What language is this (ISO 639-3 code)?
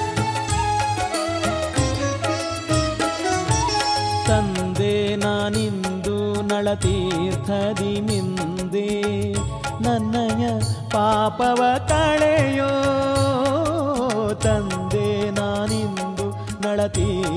kan